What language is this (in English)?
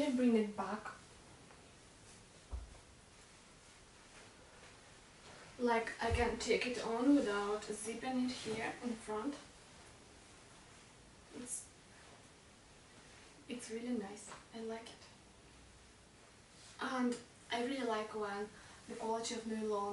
English